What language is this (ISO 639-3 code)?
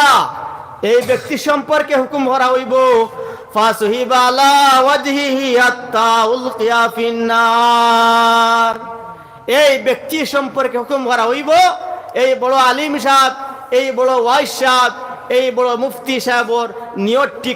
syl